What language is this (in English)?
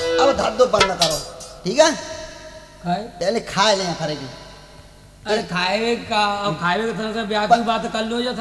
Haryanvi